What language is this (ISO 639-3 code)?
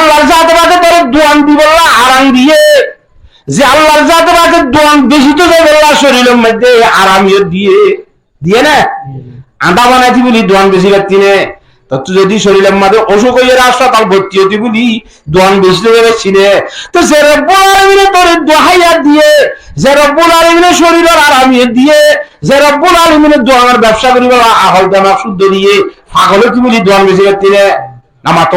rhg